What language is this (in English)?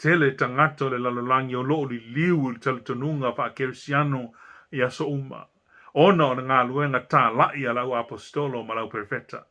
Samoan